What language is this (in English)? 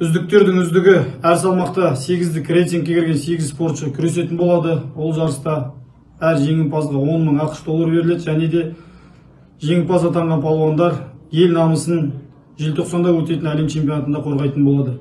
Kazakh